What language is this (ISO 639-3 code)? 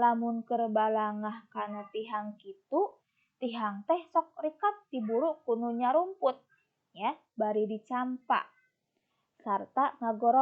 sun